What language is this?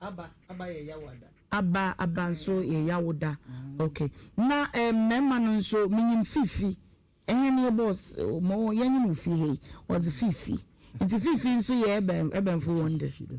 Akan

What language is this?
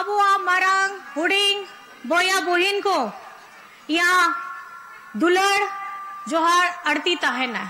Santali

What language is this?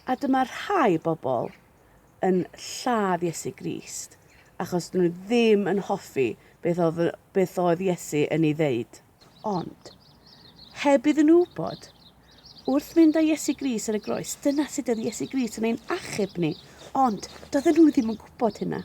Welsh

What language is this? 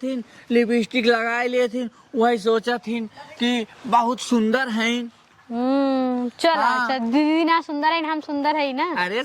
Awadhi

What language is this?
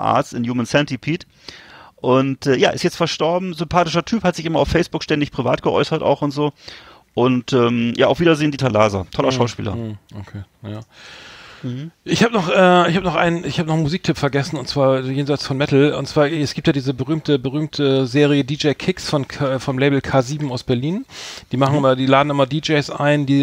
German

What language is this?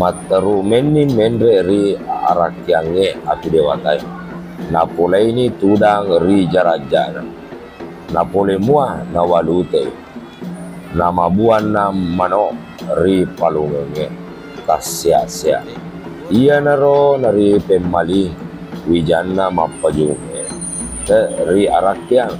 Buginese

